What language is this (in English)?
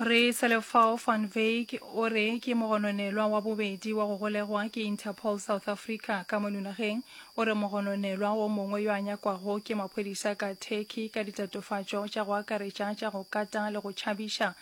Northern Sotho